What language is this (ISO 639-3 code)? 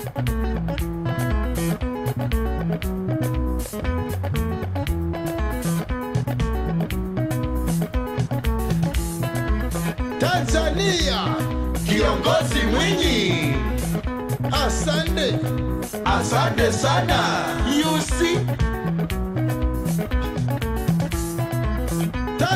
swa